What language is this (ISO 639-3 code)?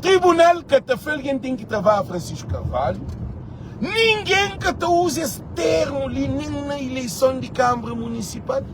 kea